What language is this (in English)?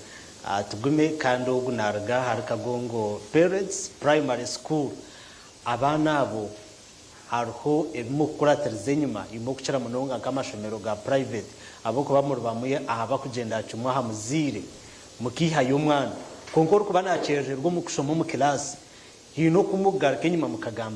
Nyankole